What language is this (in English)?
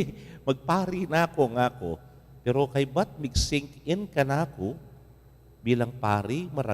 Pampanga